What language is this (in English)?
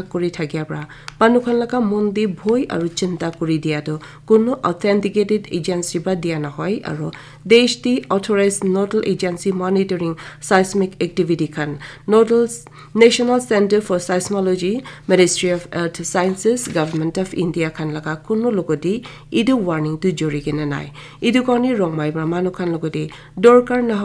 Naga Pidgin